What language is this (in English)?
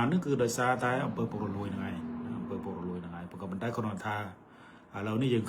Khmer